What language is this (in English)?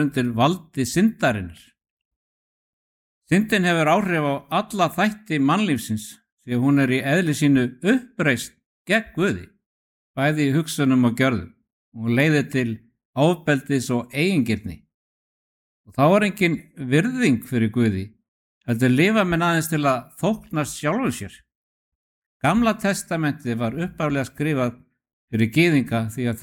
Icelandic